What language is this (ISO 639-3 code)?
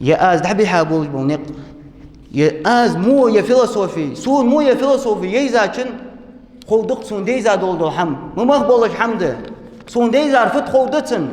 inh